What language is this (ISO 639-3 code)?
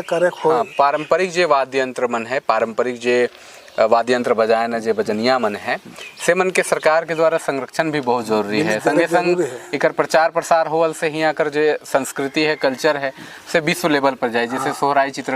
sck